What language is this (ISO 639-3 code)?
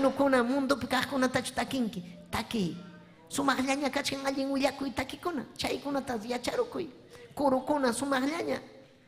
quy